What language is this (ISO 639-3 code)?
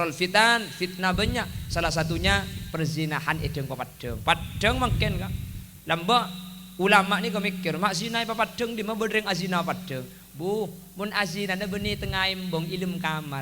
mad